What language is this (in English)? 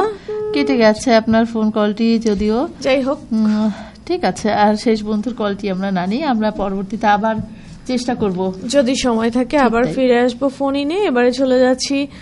Bangla